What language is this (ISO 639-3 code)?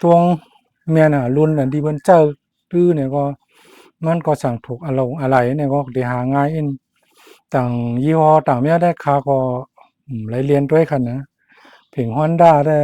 shn